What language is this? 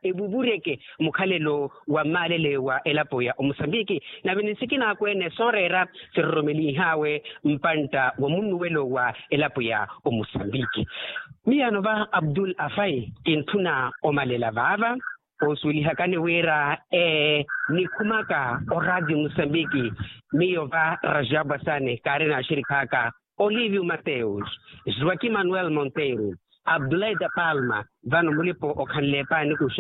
Makhuwa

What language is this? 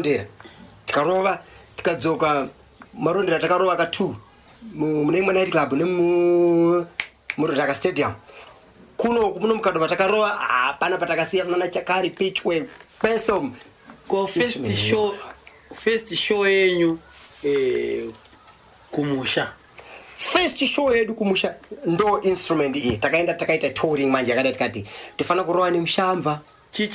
Shona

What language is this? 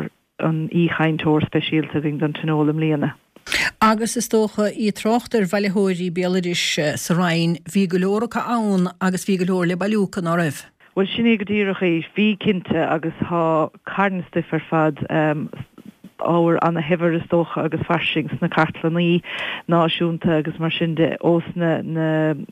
Irish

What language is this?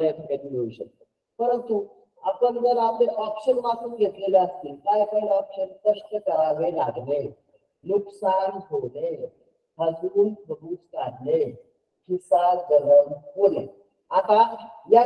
Marathi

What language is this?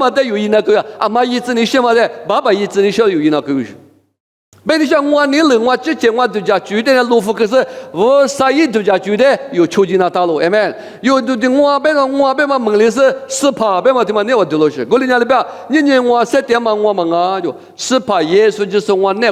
Lisu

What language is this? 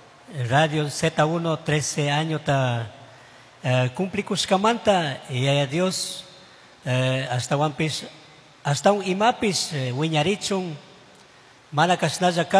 Chimborazo Highland Quichua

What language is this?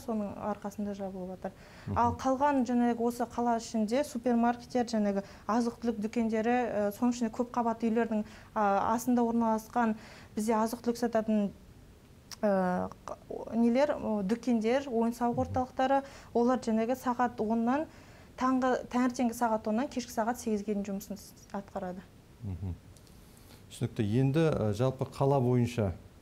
Kazakh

